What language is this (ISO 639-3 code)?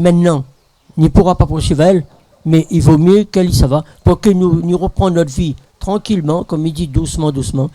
rcf